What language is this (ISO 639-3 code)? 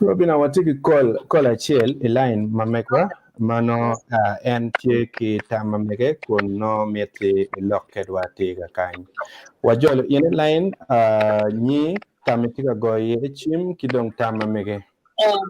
ach